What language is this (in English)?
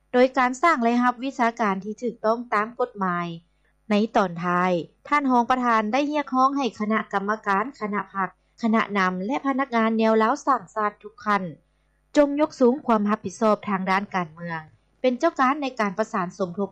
Lao